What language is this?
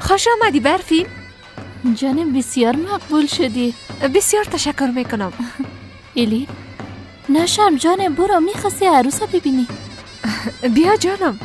Persian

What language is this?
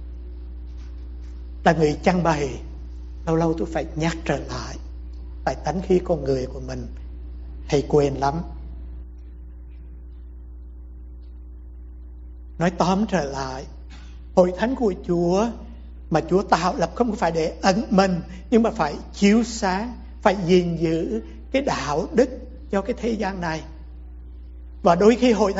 Vietnamese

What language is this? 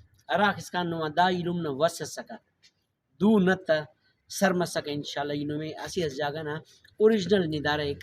Brahui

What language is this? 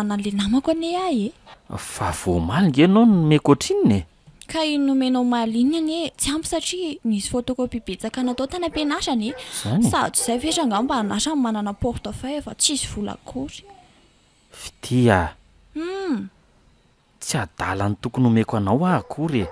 Malagasy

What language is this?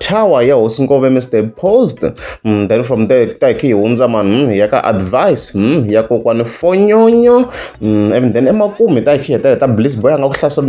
Tsonga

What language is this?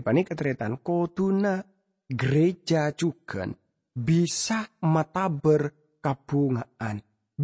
Madurese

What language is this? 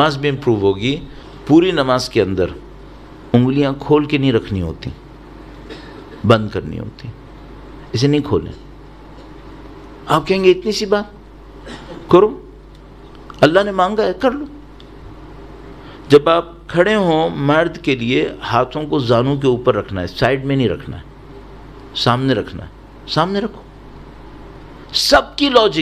Urdu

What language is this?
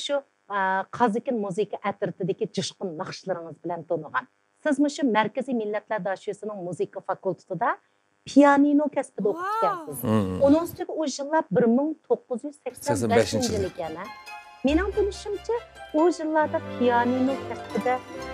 Uyghur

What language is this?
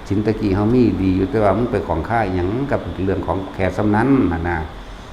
Lao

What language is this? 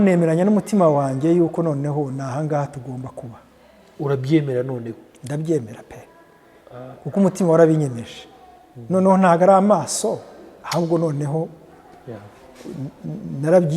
Kinyarwanda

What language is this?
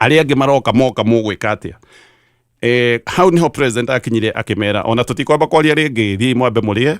Kikuyu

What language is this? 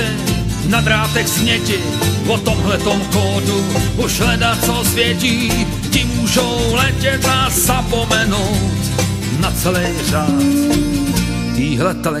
Czech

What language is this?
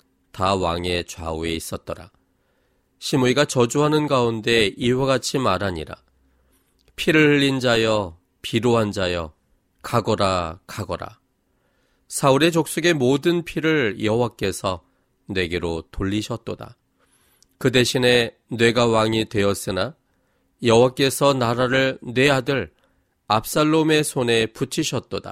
Korean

